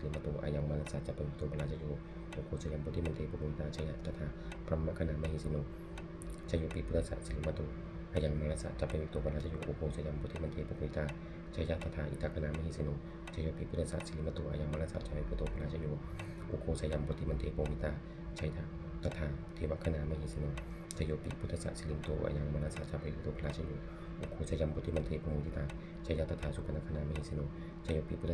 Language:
Pali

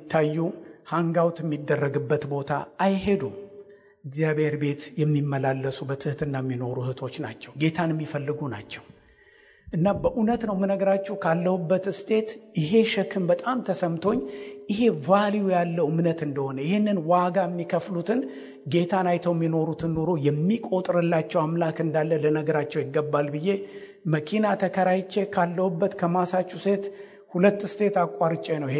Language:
Amharic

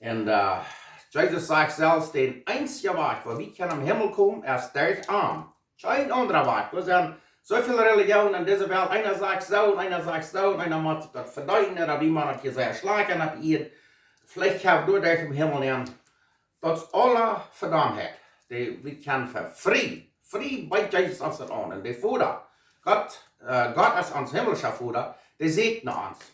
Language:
Plautdietsch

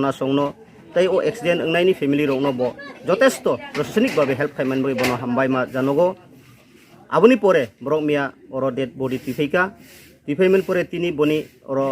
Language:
Riang (India)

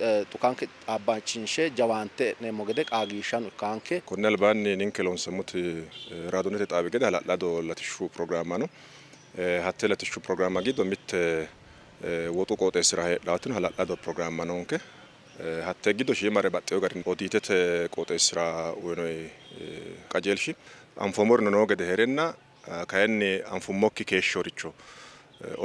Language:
Sidamo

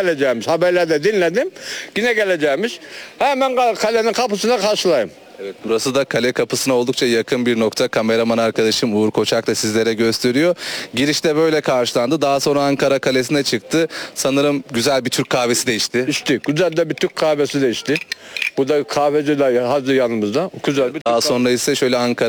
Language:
Turkish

